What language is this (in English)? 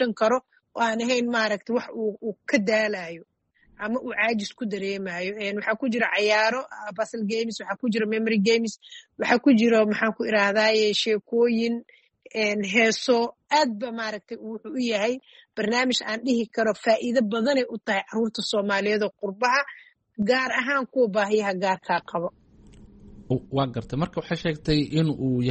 Somali